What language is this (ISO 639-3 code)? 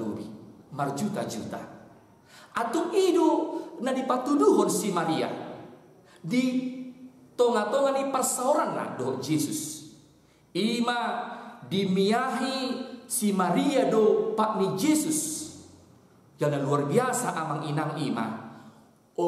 bbc